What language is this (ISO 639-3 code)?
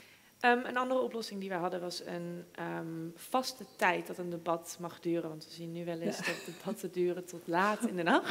nld